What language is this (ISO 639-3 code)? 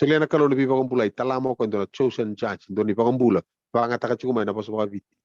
fij